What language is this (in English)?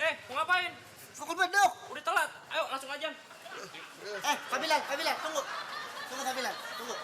Betawi